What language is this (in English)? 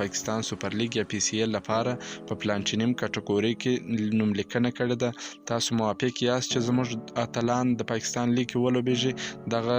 Pashto